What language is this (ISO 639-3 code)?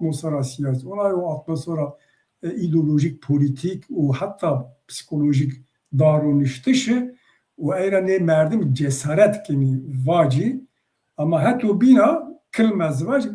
zza